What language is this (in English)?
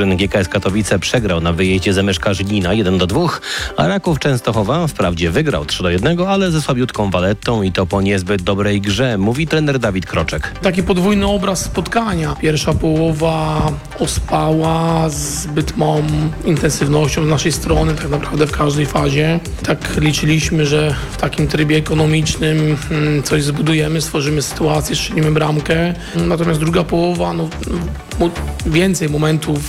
Polish